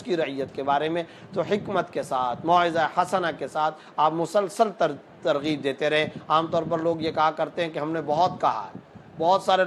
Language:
Urdu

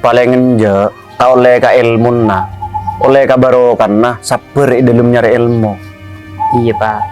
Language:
Madurese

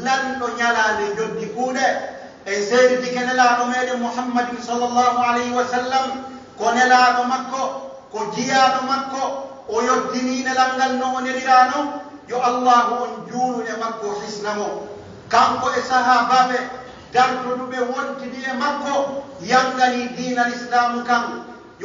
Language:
Pular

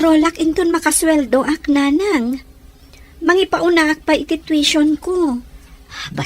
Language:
Iloko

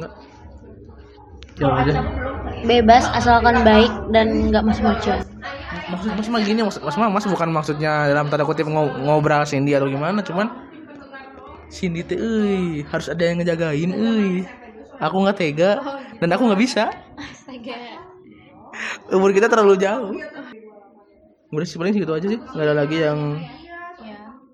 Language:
Indonesian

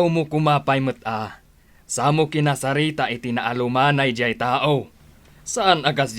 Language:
Iloko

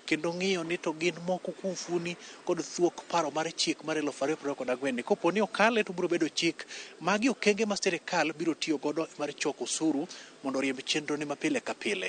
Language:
Luo (Kenya and Tanzania)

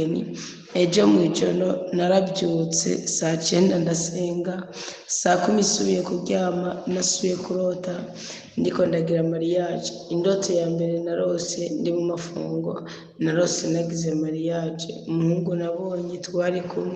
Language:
Rundi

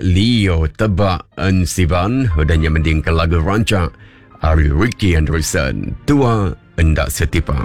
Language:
Iban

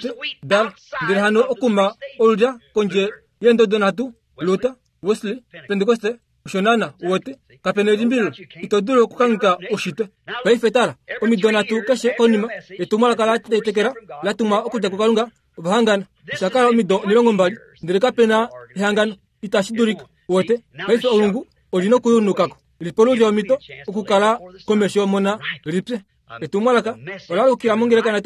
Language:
Kuanyama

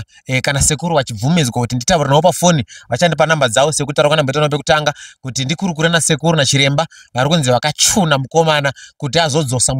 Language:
Shona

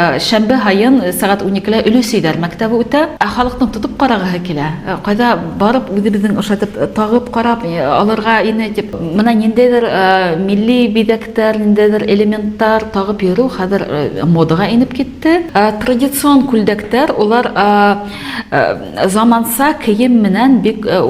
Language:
Bashkir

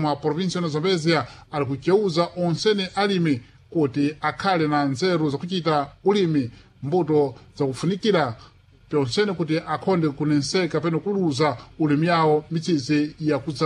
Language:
Sena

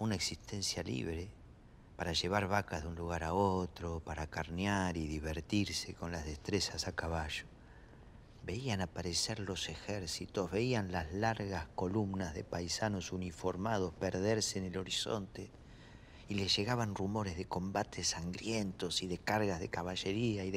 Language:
Spanish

